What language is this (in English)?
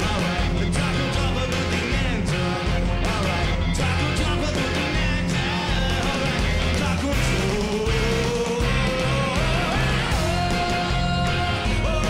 Norwegian